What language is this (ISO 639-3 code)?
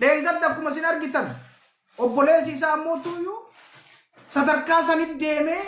orm